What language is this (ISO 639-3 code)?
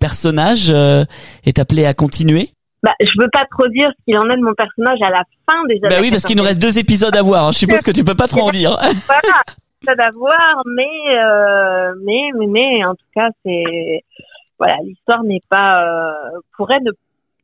fra